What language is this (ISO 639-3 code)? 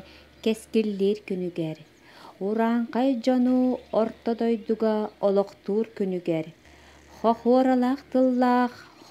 sah